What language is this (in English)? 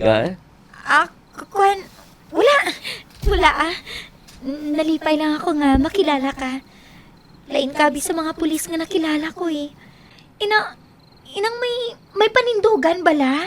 Hiligaynon